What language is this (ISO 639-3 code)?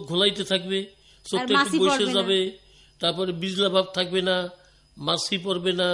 ben